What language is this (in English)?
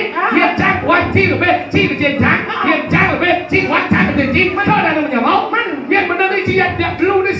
Balinese